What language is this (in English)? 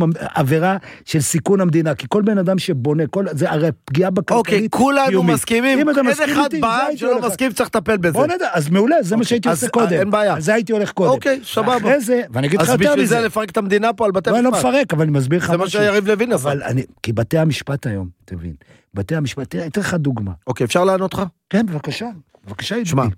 Hebrew